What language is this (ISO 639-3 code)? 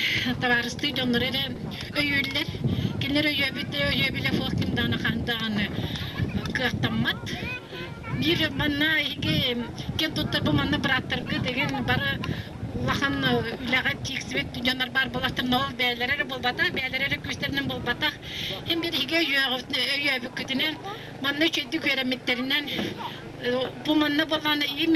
sah